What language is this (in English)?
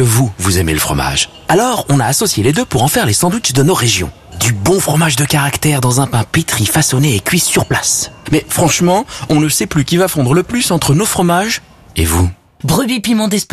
French